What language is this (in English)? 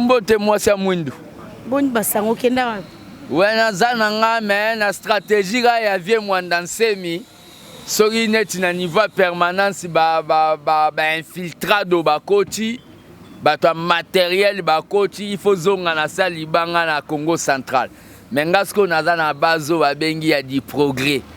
Lingala